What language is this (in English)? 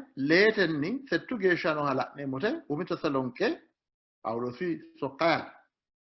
Sidamo